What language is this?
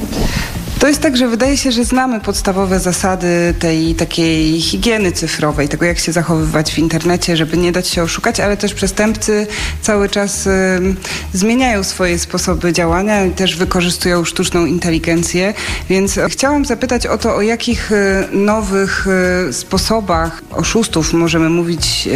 Polish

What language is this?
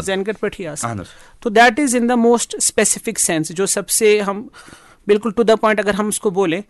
Kashmiri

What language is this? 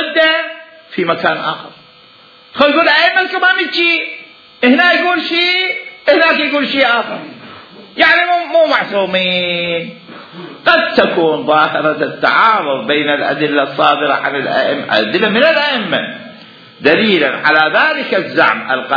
Mesopotamian Arabic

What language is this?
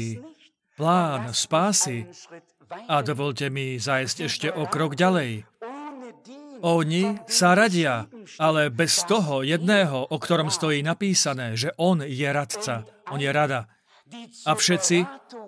Slovak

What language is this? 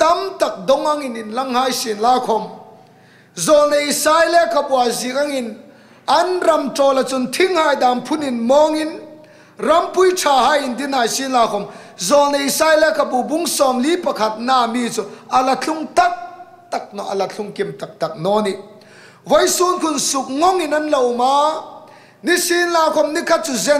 Hmar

